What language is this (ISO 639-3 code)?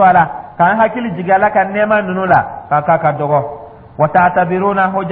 dyu